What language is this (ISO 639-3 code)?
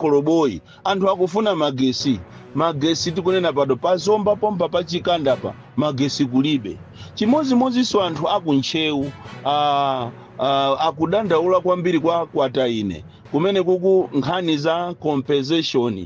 nya